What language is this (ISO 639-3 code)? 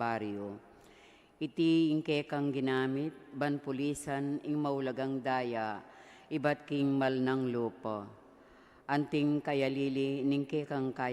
pam